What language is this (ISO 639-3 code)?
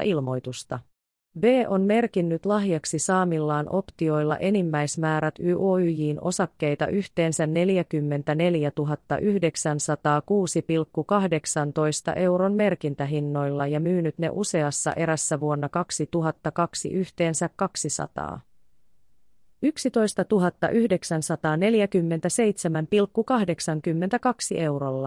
fin